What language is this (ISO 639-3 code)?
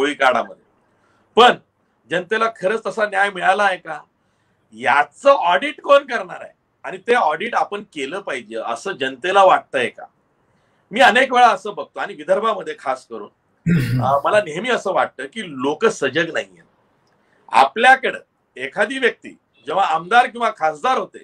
mar